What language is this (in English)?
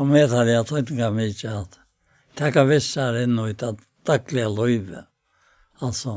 Faroese